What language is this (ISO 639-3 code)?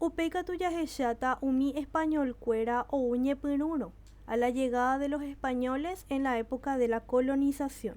grn